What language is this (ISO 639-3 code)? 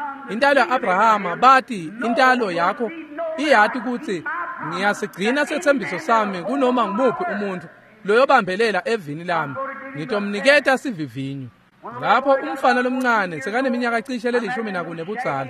ssw